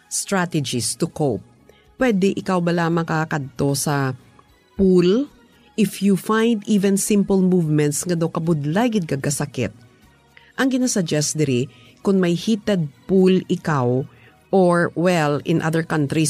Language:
Hiligaynon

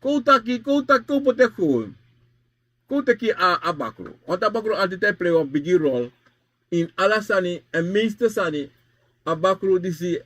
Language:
Sranan Tongo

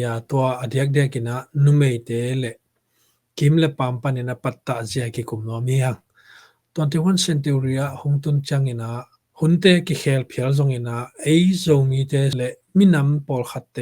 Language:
Tedim Chin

